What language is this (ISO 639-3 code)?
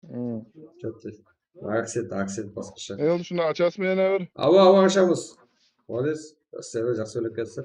kaa